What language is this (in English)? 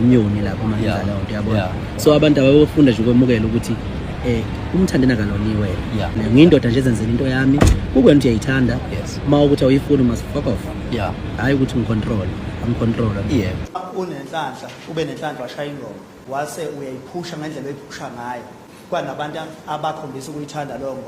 Zulu